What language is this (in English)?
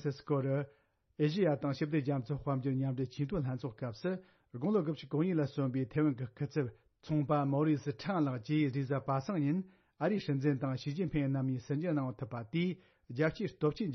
Tibetan